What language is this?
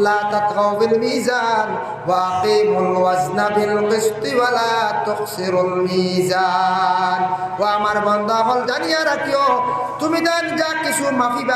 Sylheti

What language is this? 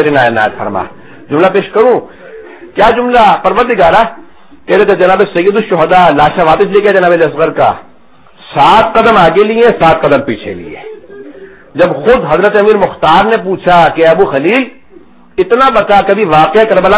Urdu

